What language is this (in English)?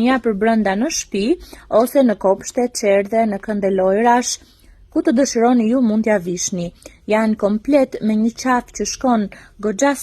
Albanian